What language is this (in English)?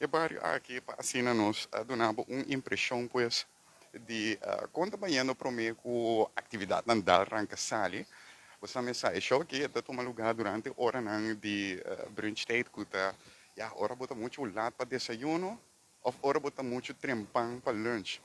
Papiamento